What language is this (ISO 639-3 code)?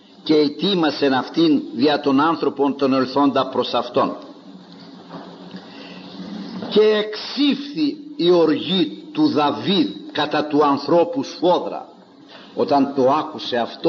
ell